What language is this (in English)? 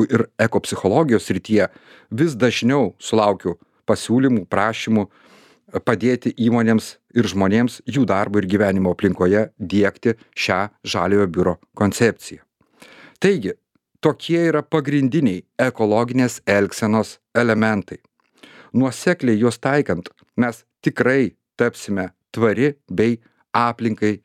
Lithuanian